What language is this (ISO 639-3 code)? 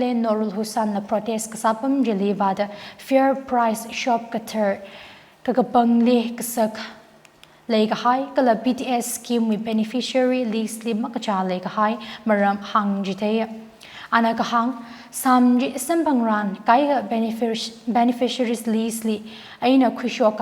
nmf